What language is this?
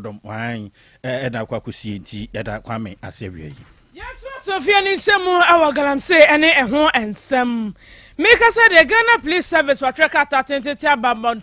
Akan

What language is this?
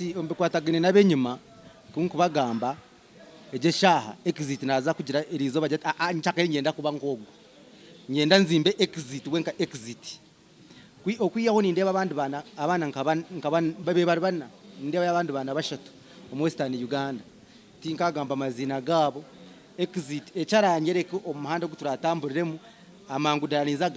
Nyankole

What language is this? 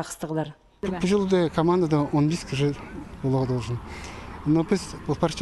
Khakas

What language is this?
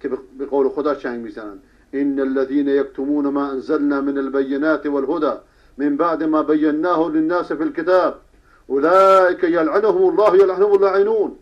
Persian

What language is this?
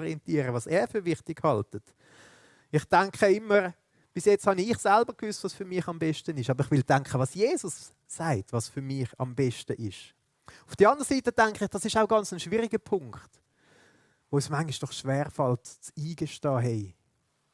Swiss German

